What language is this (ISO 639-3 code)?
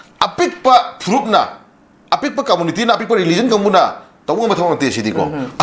mni